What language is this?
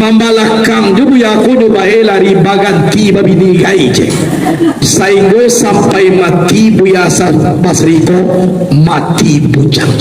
Minangkabau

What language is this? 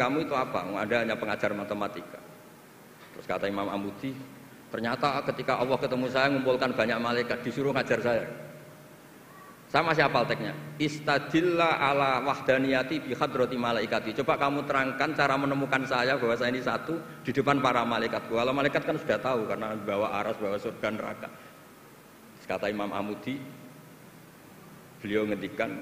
Indonesian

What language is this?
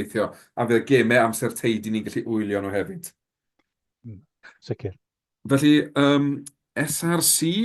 Welsh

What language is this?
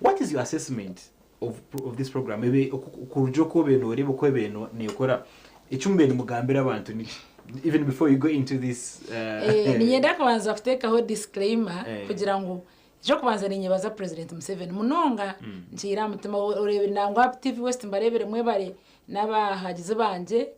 Nyankole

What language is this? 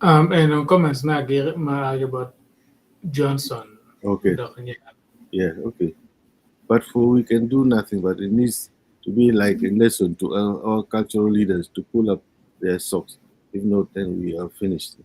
Acoli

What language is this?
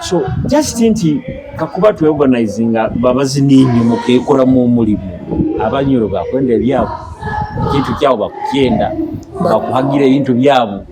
Nyoro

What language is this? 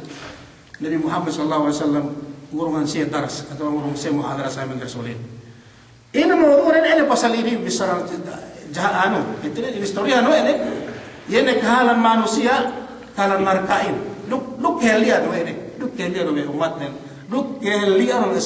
Yakan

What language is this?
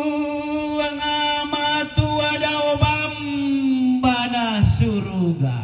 Toraja-Sa'dan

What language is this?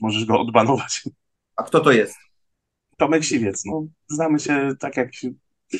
Polish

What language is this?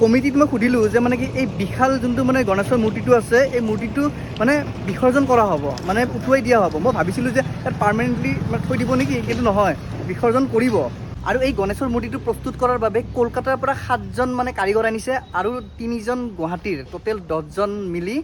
Assamese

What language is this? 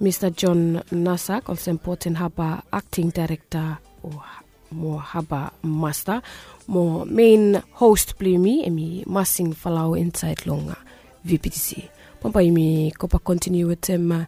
Bislama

